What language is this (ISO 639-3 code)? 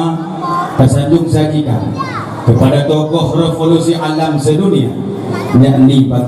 ace